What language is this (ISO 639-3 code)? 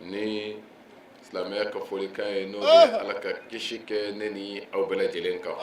bam